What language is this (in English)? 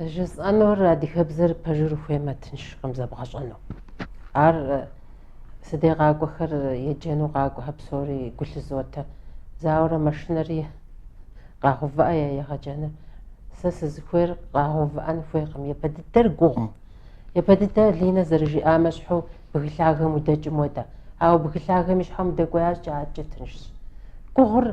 Kabardian